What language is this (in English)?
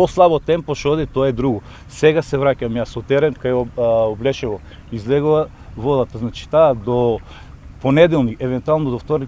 Macedonian